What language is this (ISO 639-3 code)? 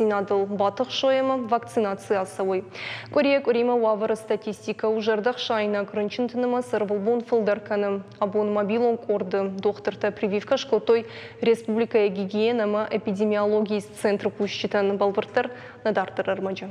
oss